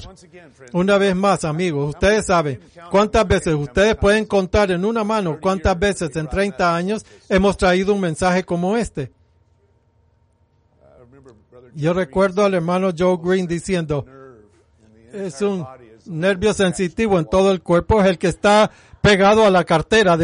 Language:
Spanish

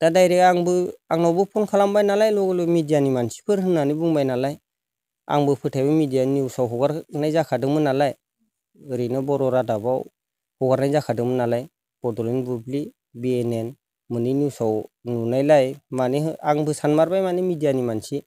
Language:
Bodo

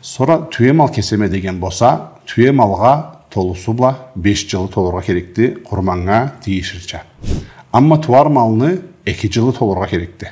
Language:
Karachay-Balkar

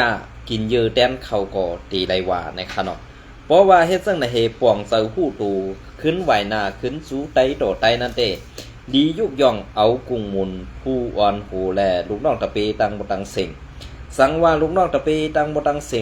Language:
Shan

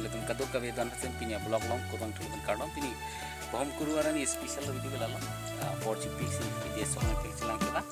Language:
Karbi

